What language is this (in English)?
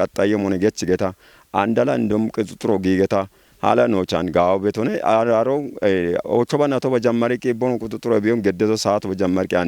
Kafa